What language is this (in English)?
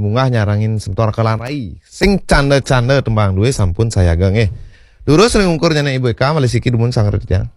Balinese